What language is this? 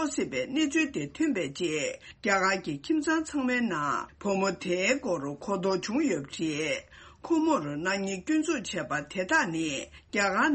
Tibetan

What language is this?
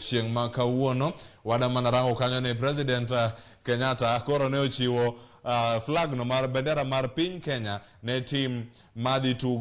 Luo (Kenya and Tanzania)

